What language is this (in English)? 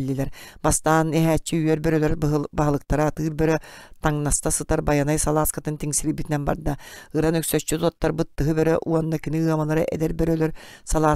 Yakut